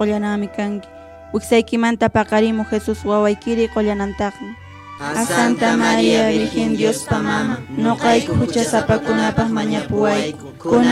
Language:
Quechua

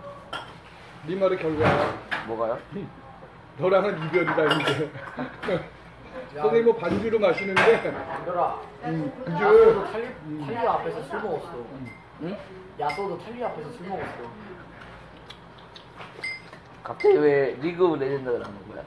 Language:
Korean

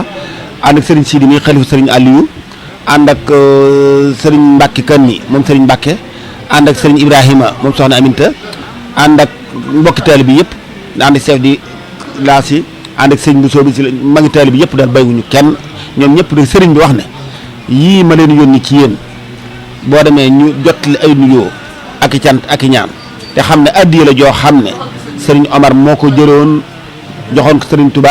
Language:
Wolof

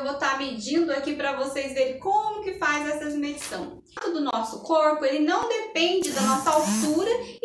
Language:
Portuguese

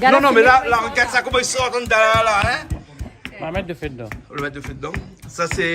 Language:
Réunion Creole French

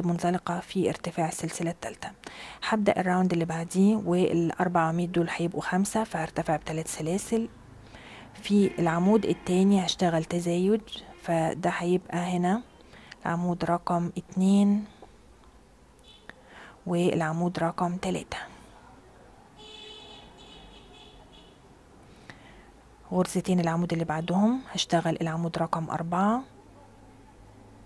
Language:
Egyptian Arabic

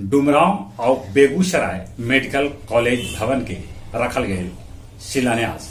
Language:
Magahi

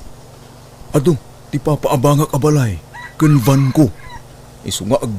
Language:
Iloko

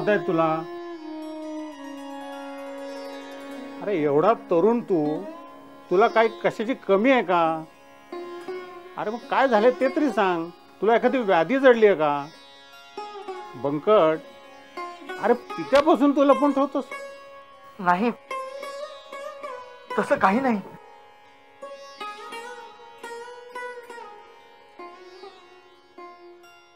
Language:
Marathi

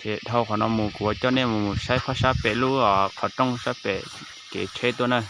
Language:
Hmong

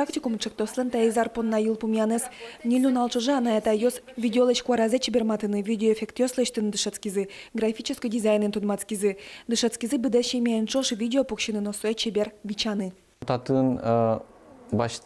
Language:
Udmurt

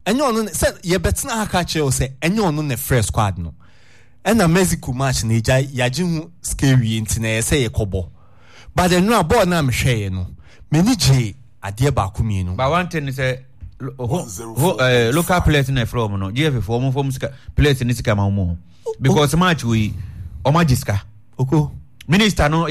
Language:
Akan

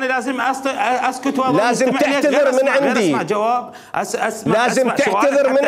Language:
Mesopotamian Arabic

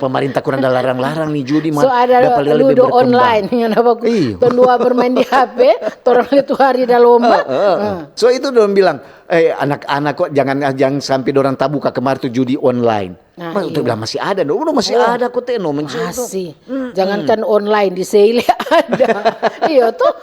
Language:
Manado Malay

